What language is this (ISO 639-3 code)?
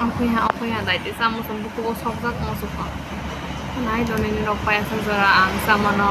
trp